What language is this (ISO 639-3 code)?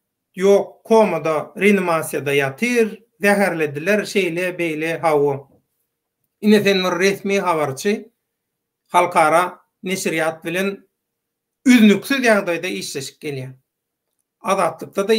tuk